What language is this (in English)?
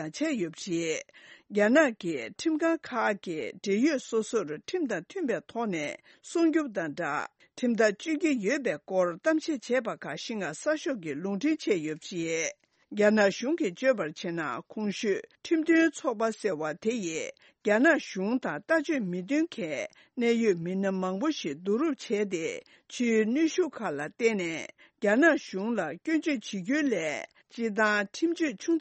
Tibetan